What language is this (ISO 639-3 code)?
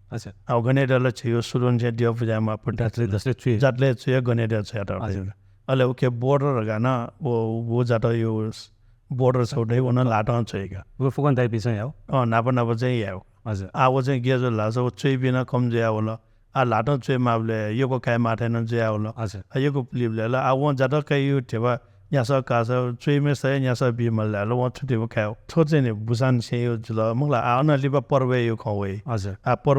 new